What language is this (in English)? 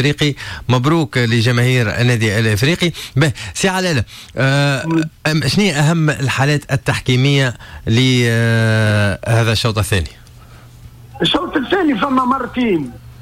Tunisian Arabic